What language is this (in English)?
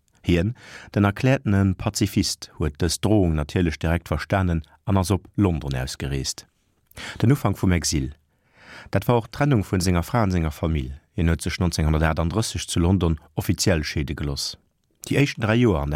Luxembourgish